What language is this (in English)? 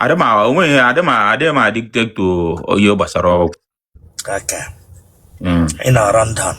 Igbo